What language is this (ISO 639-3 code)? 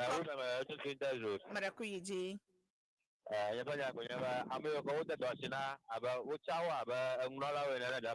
ewe